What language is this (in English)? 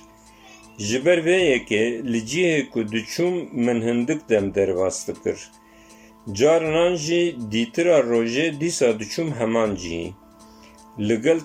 Kurdish